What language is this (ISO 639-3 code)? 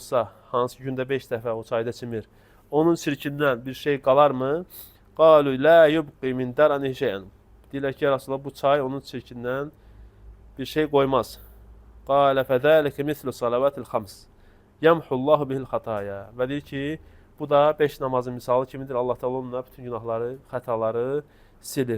aze